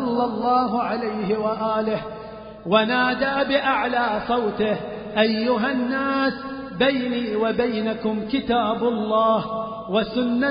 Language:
Arabic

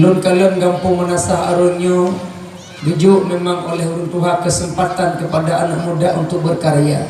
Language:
Achinese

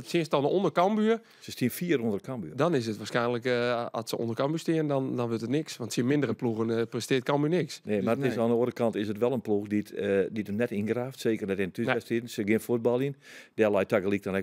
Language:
Western Frisian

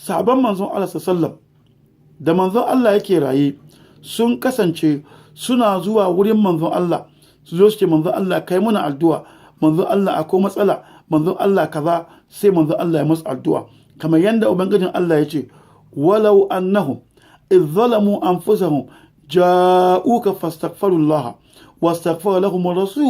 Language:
Hausa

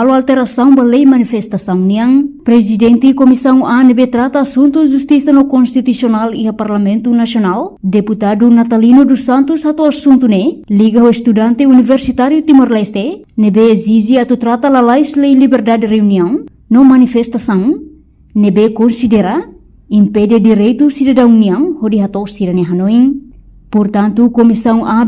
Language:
Tetum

